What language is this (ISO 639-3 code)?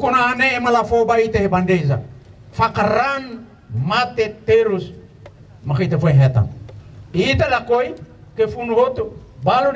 tet